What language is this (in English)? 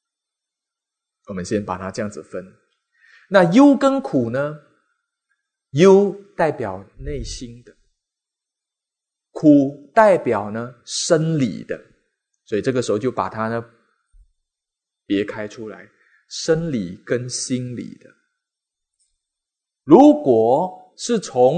Chinese